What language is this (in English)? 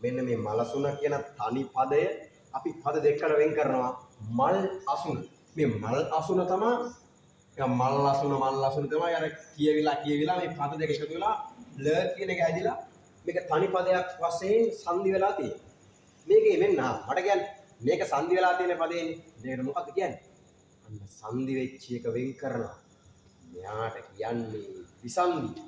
Sinhala